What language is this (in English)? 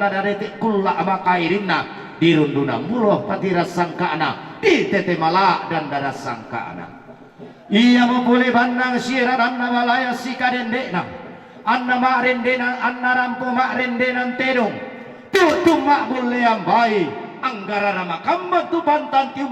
Toraja-Sa'dan